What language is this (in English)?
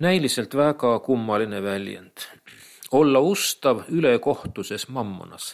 Estonian